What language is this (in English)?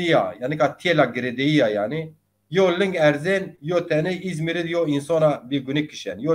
Zaza